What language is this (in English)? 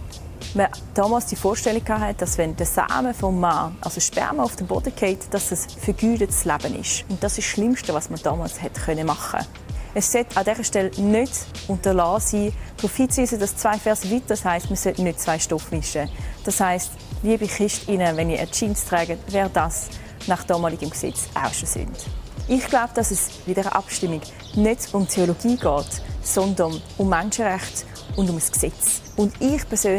Swiss German